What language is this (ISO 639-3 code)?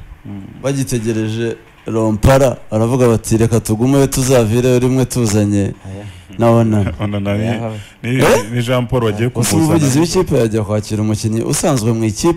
kin